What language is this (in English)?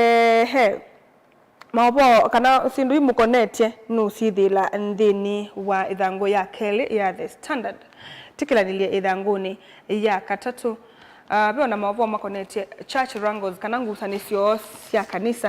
Kamba